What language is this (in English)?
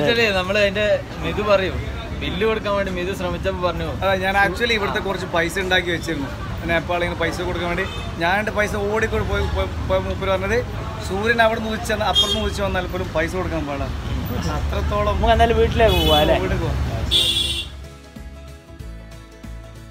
Malayalam